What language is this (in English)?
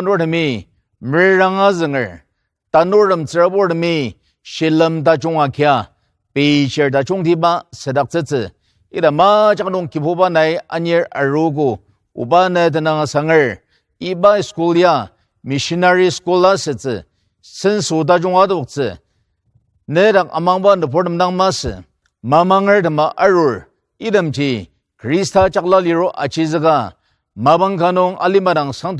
Ao Naga